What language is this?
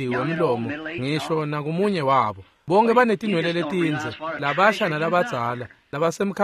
Swati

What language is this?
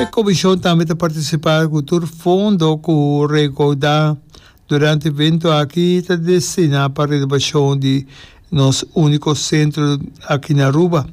Papiamento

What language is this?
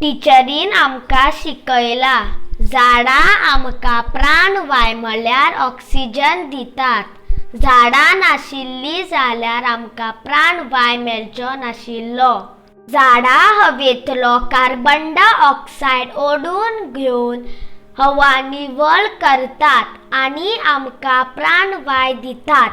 Konkani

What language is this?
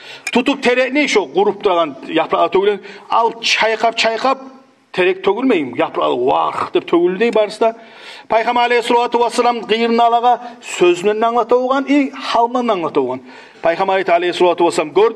Kumyk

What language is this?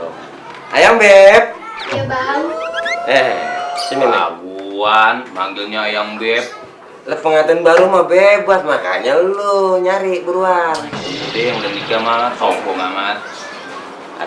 Betawi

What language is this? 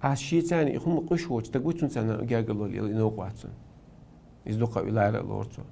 Chechen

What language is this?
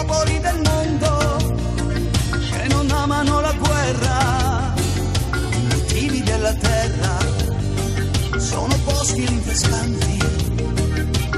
Italian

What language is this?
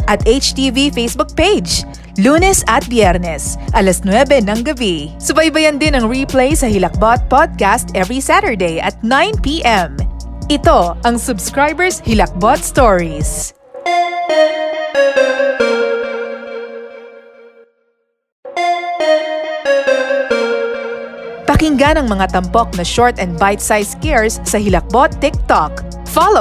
Filipino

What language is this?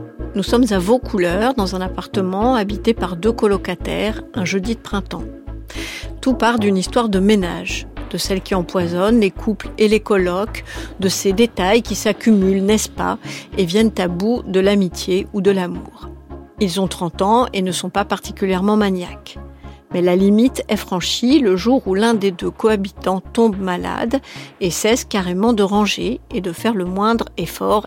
French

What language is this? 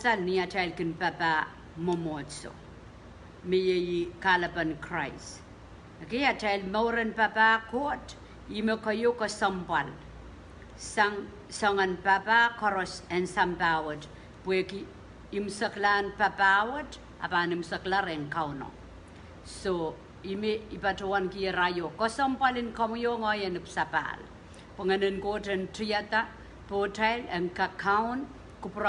Pohnpeian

